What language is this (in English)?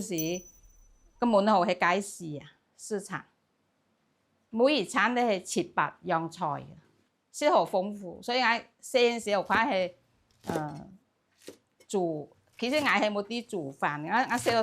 Hakka Chinese